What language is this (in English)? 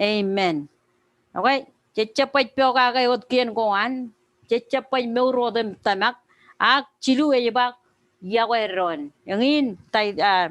Marshallese